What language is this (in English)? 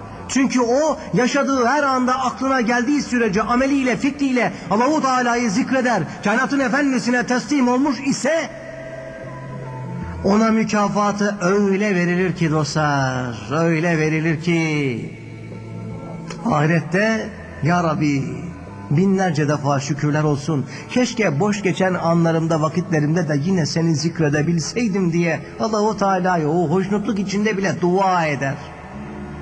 Turkish